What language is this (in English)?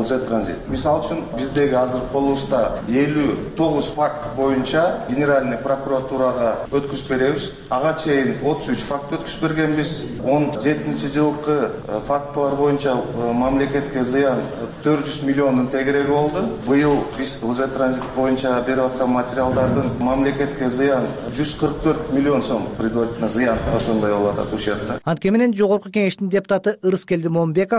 Kyrgyz